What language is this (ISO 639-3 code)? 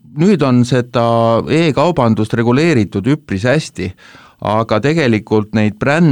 est